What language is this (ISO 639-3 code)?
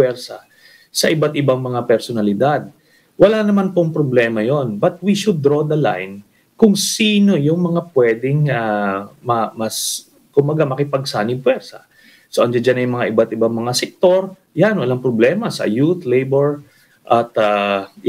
fil